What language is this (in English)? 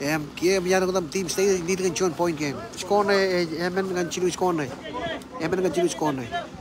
Marshallese